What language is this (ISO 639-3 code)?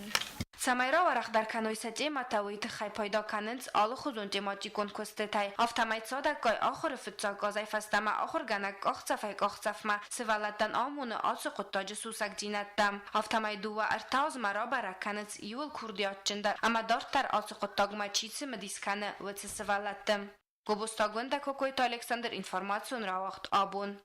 oss